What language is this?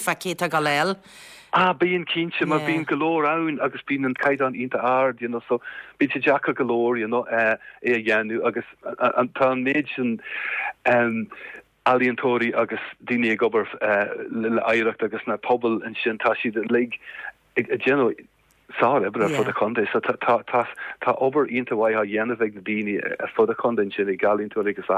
Irish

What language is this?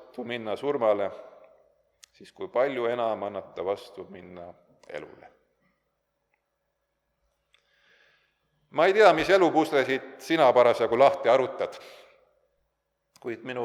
Estonian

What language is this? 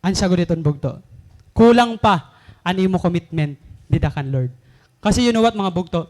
Waray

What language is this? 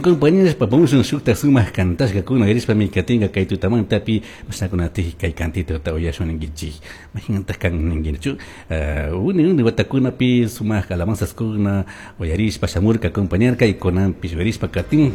Chimborazo Highland Quichua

